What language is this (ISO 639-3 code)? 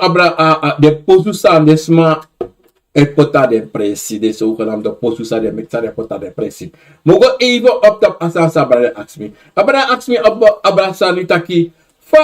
srn